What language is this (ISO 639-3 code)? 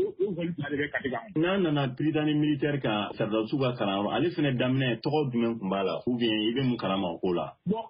bam